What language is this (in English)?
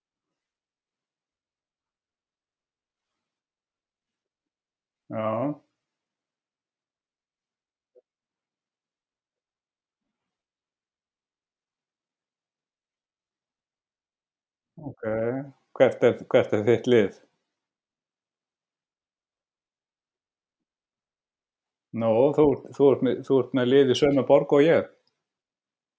Icelandic